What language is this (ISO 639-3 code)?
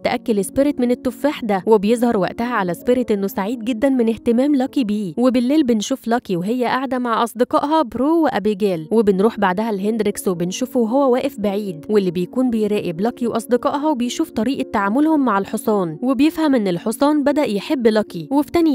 arz